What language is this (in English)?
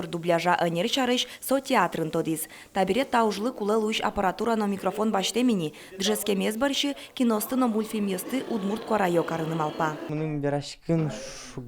Udmurt